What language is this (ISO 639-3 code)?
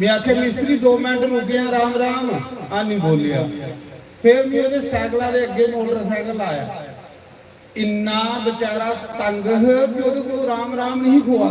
doi